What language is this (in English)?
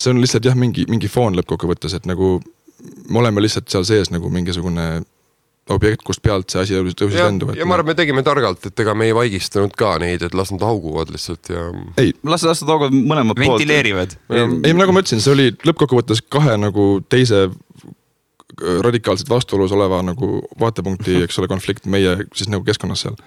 Estonian